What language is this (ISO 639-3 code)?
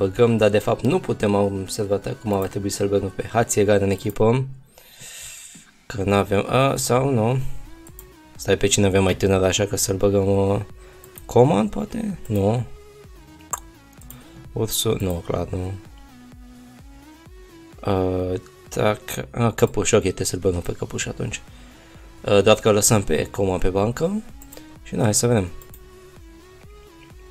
ron